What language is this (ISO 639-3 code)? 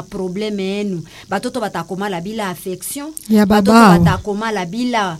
swa